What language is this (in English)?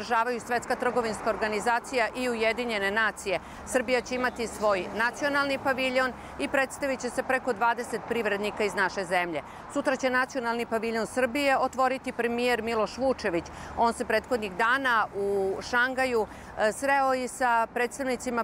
Serbian